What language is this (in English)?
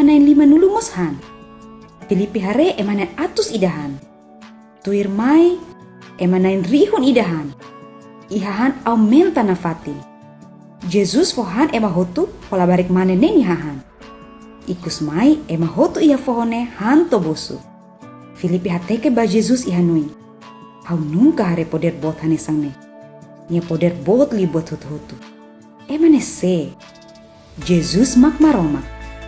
Tetum